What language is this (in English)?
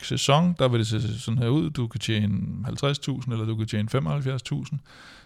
Danish